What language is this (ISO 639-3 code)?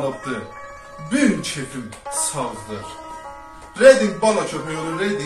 azb